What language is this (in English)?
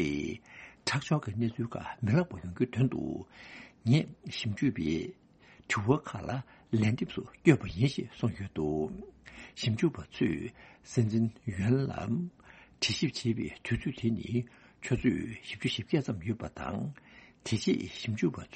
Tibetan